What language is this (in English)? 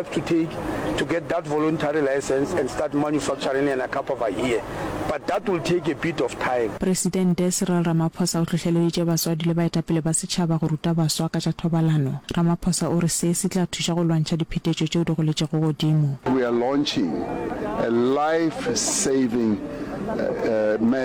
Northern Sotho